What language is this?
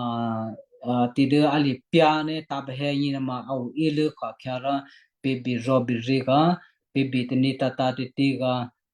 Western Kayah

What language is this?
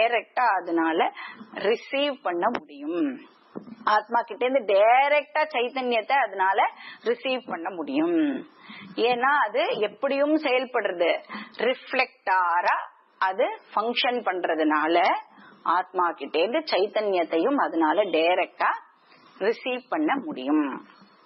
Tamil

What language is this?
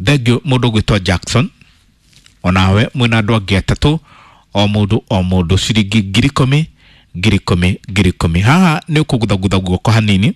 Kikuyu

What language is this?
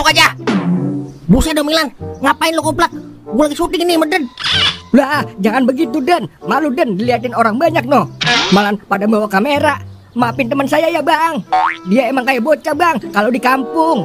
Betawi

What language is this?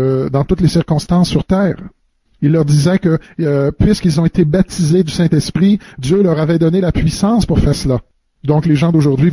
French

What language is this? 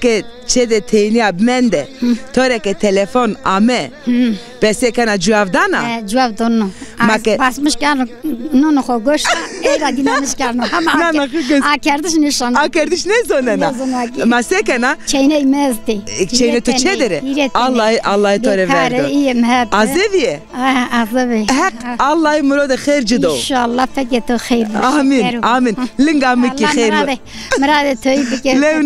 Zaza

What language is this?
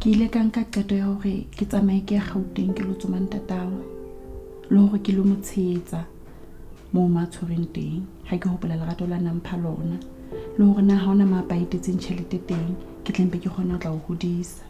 Southern Sotho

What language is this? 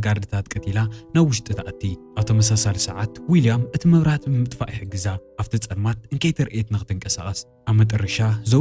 Tigrinya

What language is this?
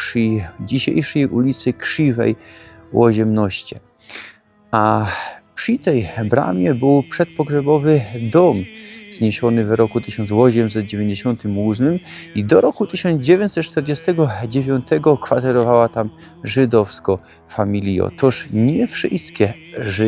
Silesian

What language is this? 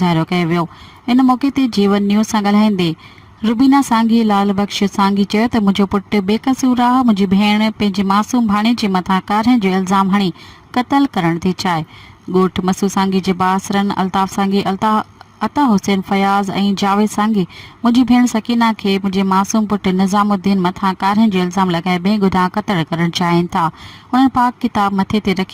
Sindhi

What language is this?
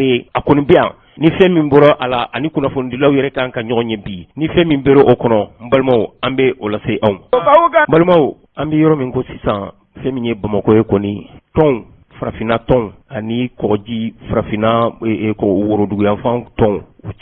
Bambara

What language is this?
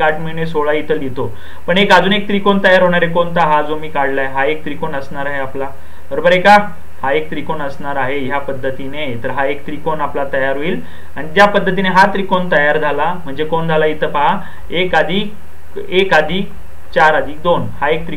Marathi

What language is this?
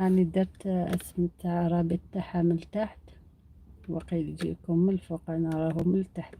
Algerian Arabic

